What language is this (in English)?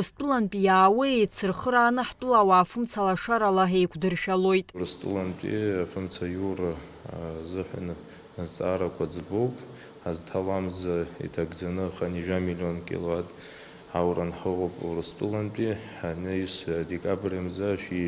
Abkhazian